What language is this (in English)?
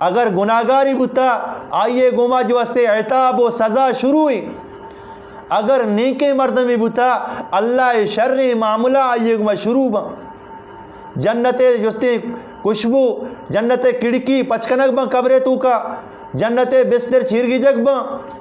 Eastern Balochi